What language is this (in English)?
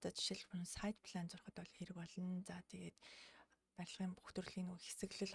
Mongolian